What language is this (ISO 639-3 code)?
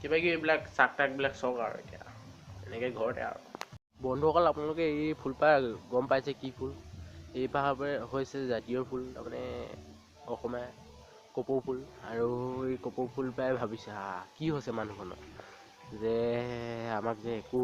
asm